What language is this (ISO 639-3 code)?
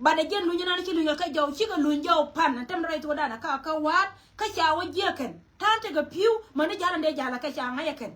nus